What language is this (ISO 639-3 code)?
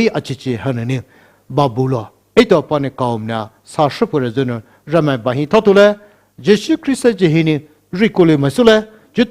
pmx